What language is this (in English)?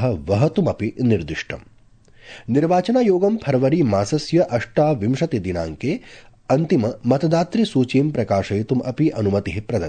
Sanskrit